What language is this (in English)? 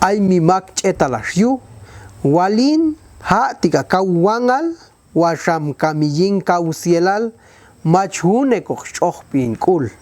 Popti'